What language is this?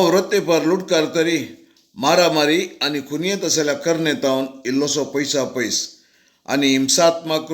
Konkani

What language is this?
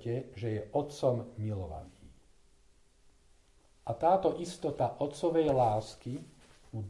Slovak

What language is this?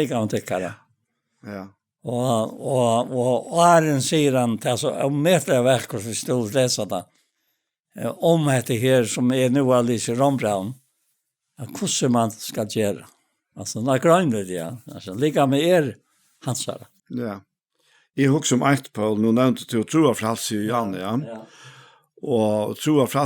Faroese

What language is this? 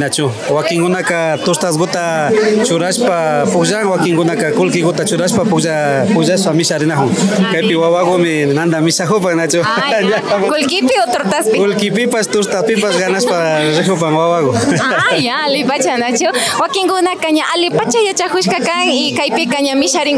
Imbabura Highland Quichua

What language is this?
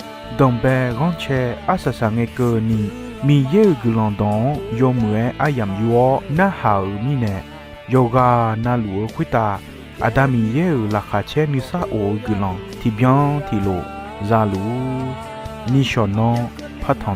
Akha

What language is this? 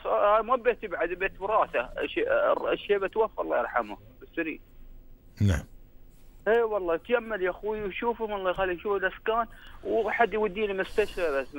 Gulf Arabic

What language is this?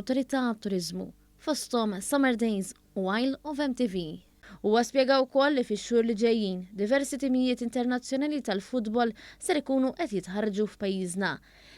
Maltese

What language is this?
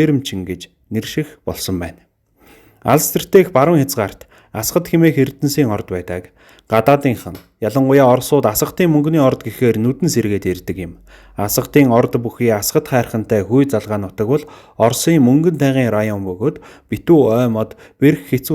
Mongolian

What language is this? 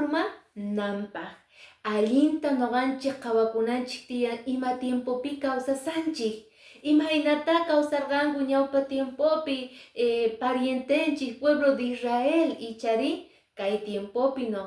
Quechua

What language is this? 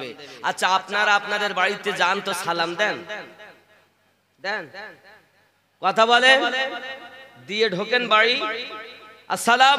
Bangla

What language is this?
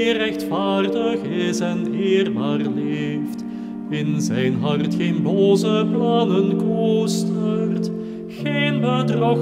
Dutch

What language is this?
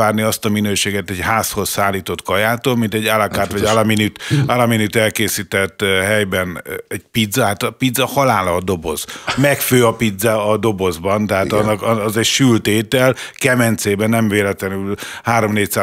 Hungarian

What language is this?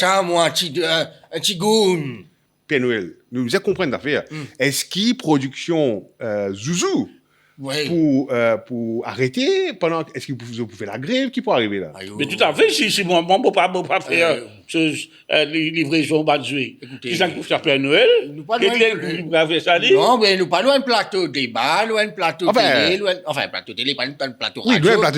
Morisyen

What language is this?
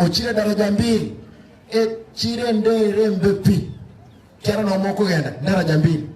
Gusii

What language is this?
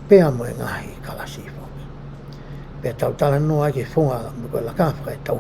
Tongan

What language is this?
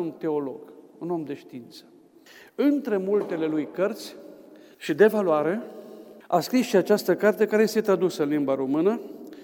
Romanian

